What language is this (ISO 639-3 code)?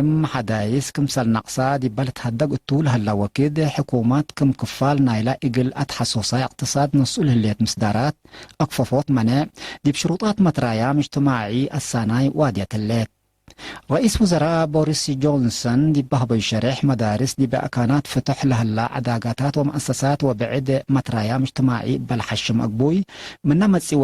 tig